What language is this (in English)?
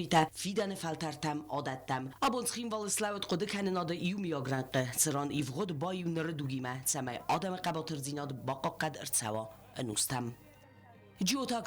Ossetic